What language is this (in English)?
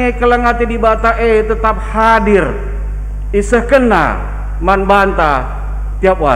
Batak Karo